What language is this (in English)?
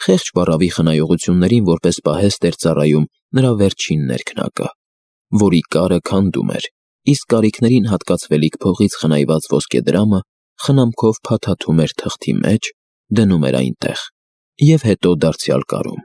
Armenian